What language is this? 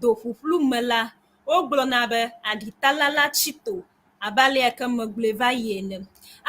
Ewe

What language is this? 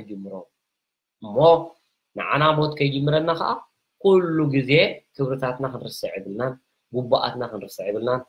Tigrinya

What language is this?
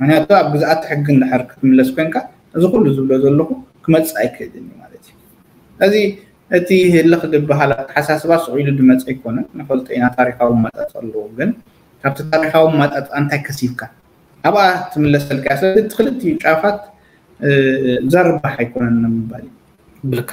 Tigrinya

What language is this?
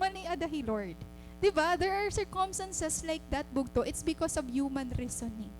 Waray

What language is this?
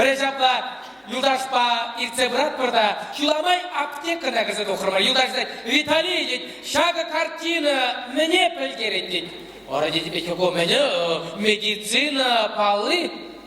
Chuvash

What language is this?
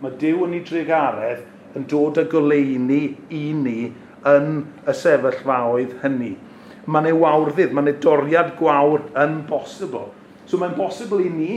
Welsh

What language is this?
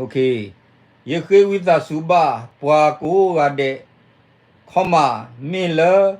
S'gaw Karen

